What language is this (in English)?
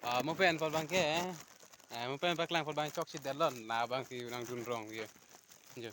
Karbi